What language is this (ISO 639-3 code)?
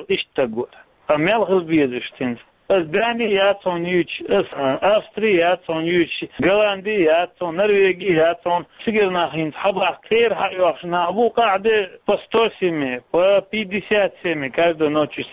che